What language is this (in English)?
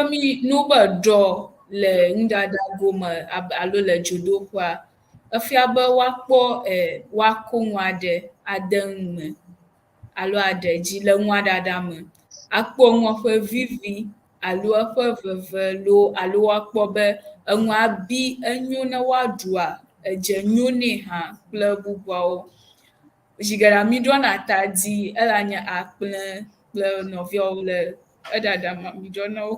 Ewe